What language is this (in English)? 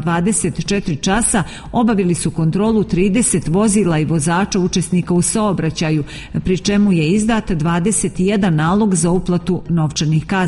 Serbian